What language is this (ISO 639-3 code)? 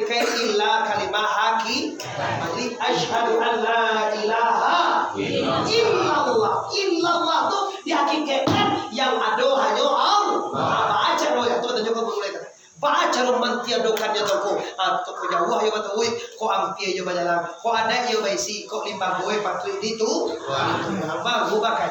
min